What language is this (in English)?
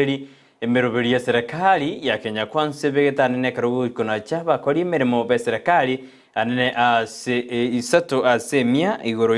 Gusii